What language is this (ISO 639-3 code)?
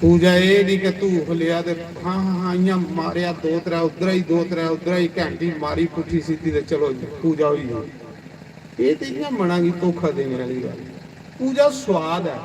doi